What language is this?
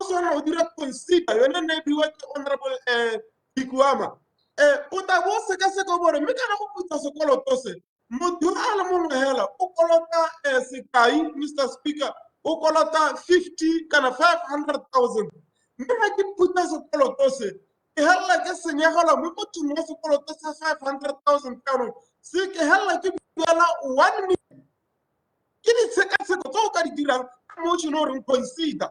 Tswana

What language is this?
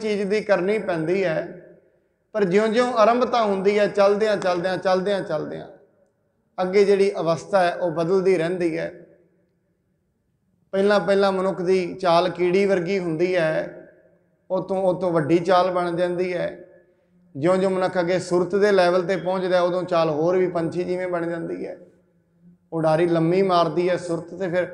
Punjabi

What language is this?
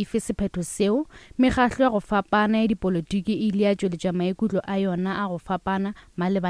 Northern Sotho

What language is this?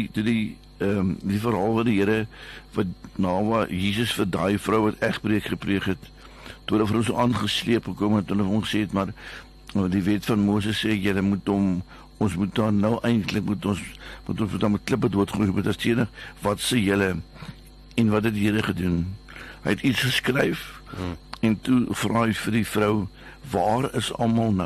Afrikaans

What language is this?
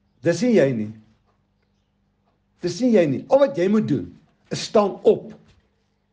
Afrikaans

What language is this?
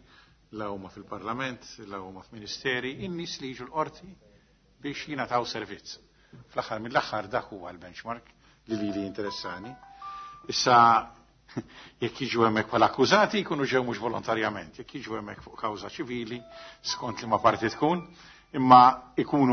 Maltese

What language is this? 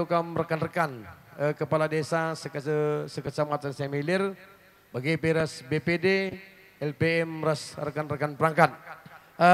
Batak Karo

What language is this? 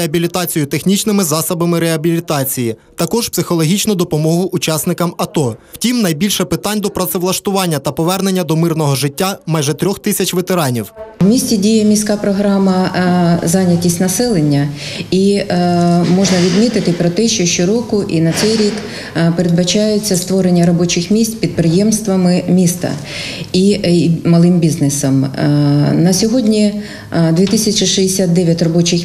Ukrainian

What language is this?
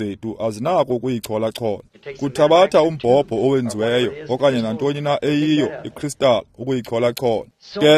Xhosa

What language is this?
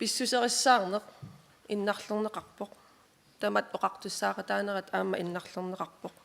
Kalaallisut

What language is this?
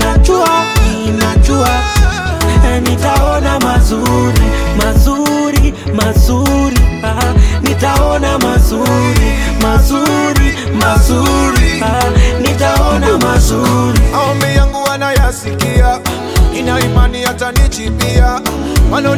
Swahili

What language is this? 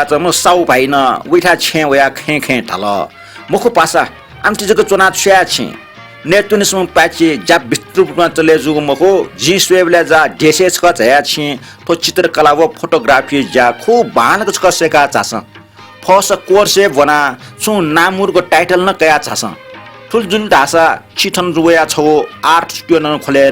Newari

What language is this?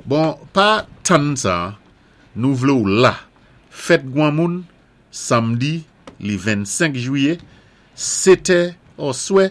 Saint Lucian Creole French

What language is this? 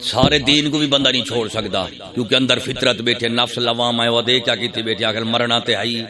Saraiki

